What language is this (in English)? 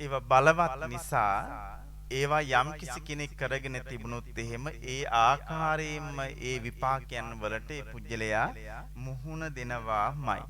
Sinhala